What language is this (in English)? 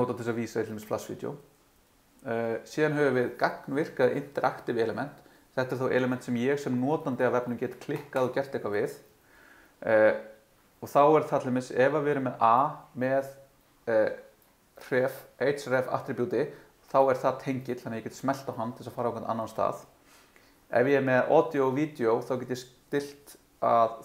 Icelandic